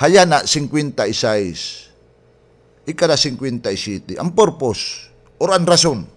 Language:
Waray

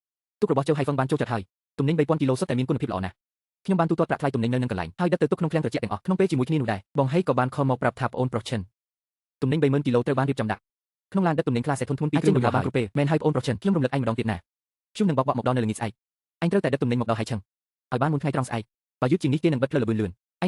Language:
Khmer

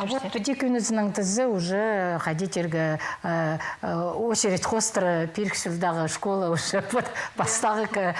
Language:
Khakas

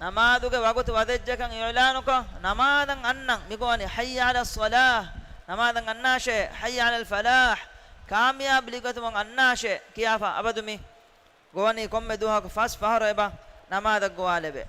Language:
Divehi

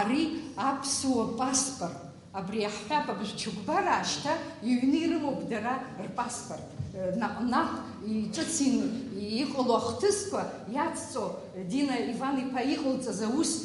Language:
Abkhazian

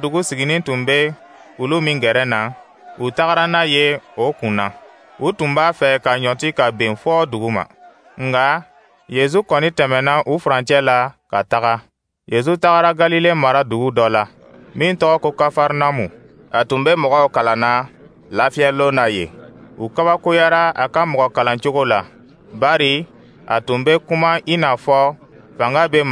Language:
Dyula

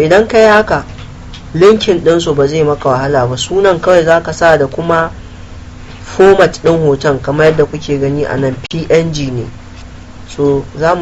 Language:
Hausa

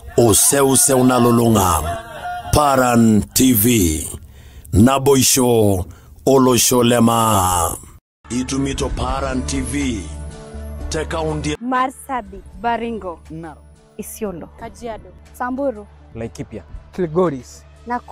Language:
Masai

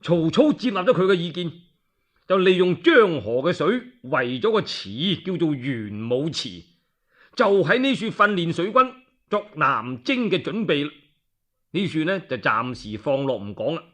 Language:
Cantonese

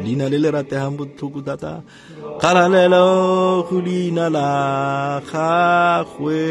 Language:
Tswana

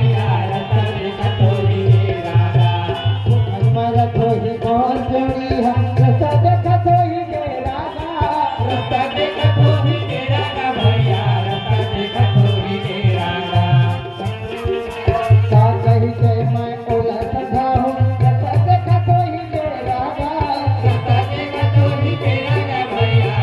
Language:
Chhattisgarhi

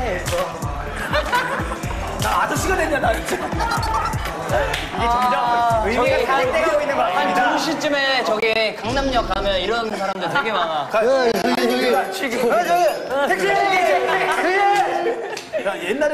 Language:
Korean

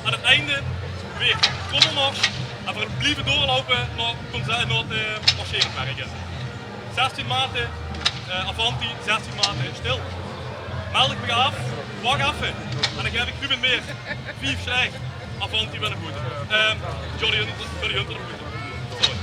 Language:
Limburgish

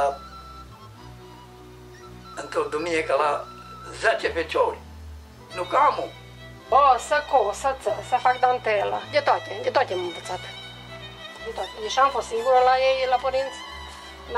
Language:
Romanian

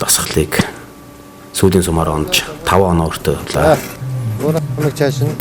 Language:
Mongolian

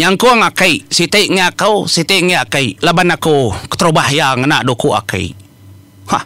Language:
Iban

